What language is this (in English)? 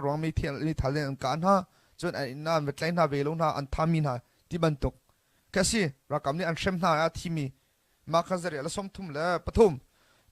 Hakha Chin